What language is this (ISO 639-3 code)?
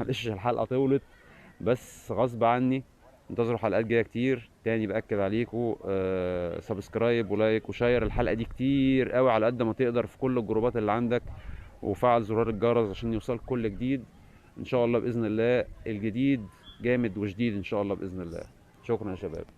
arz